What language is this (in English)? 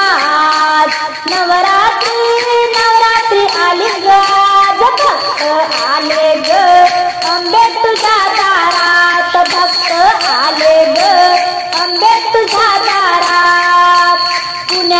Marathi